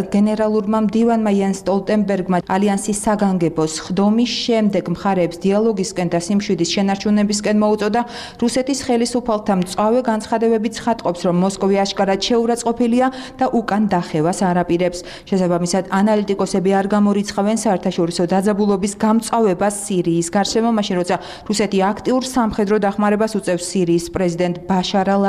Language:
Georgian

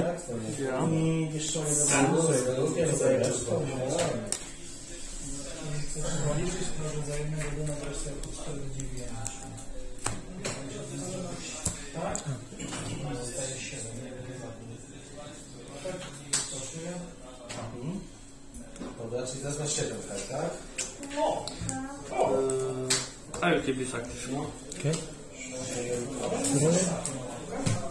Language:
Polish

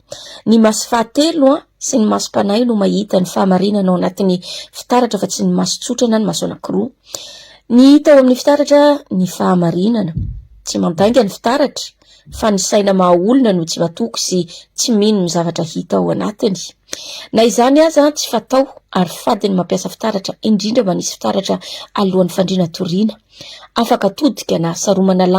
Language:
Malagasy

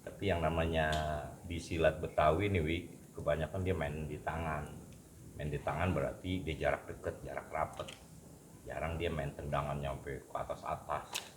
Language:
Betawi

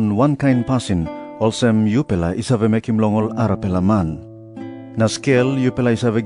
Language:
Tok Pisin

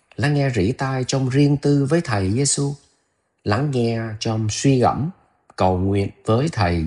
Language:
Vietnamese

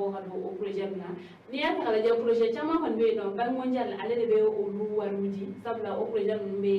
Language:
Bambara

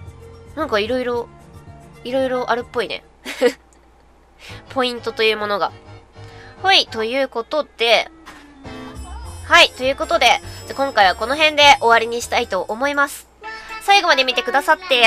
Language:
Japanese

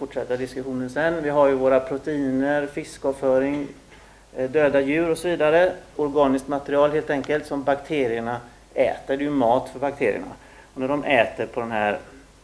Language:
Swedish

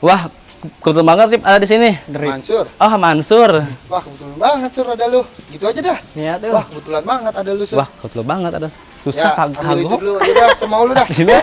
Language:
Betawi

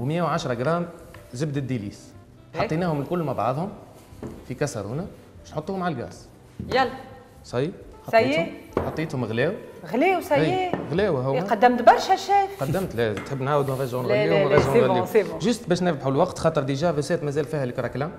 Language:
Tunisian Arabic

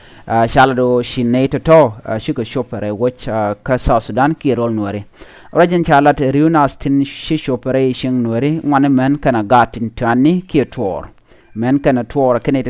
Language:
Nuer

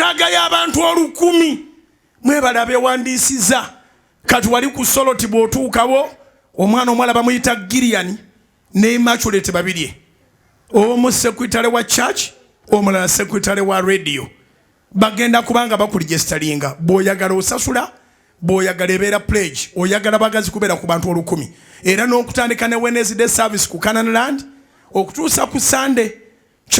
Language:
Ganda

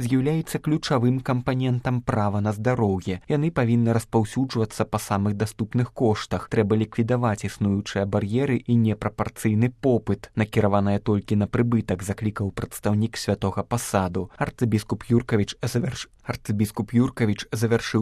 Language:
Belarusian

